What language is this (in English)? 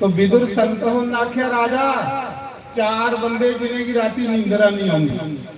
Dogri